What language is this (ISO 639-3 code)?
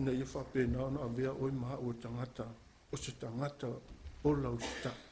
smo